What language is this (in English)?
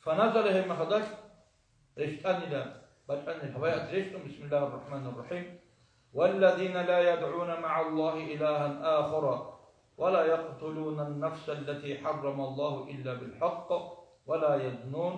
Avaric